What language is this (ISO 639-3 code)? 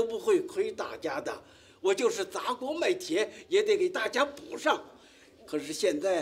zho